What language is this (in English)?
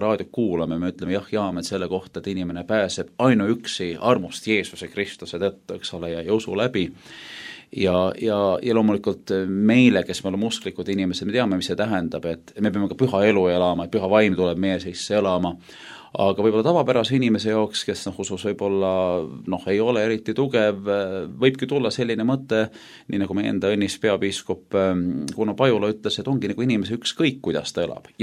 Estonian